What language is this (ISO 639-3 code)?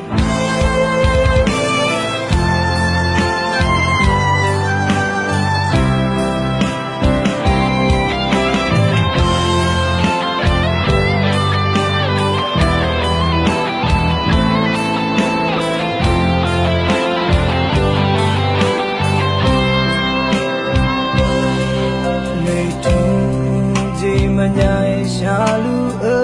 ahk